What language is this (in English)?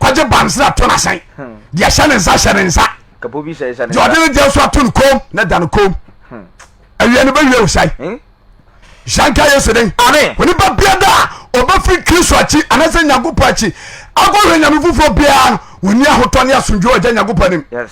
Akan